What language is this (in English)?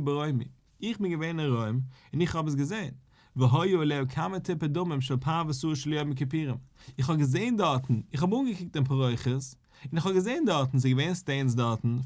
Yiddish